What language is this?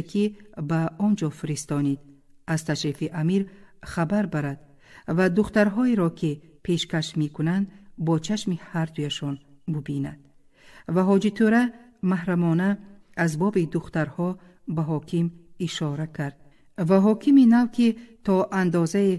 Tajik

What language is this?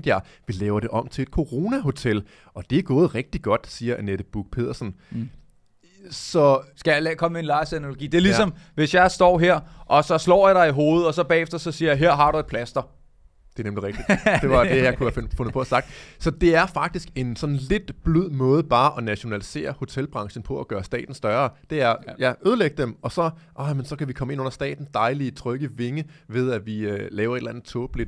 Danish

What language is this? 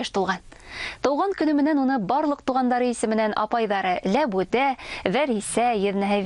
Bashkir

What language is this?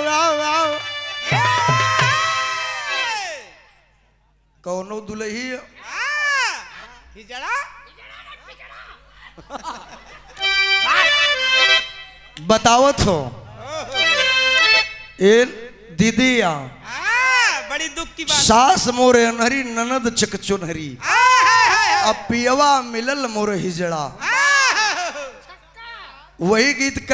Bhojpuri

